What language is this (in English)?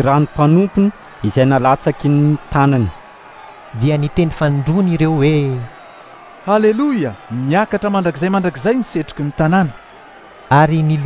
Malagasy